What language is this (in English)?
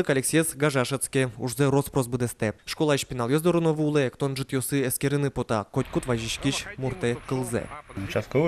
Udmurt